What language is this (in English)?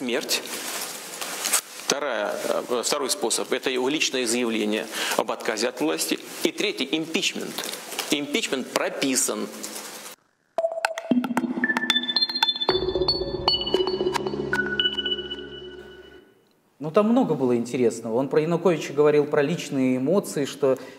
Russian